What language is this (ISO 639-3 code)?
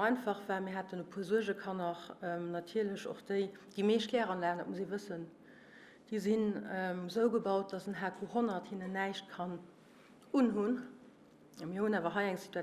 ltz